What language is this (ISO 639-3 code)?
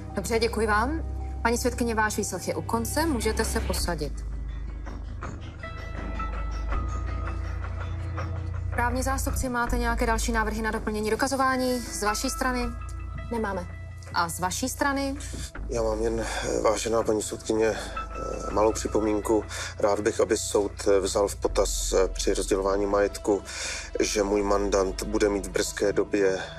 ces